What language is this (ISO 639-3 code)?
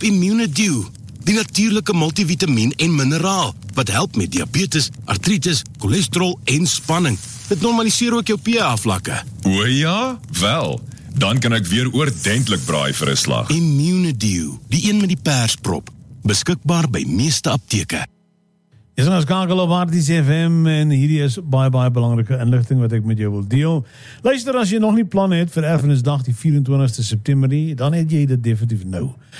afr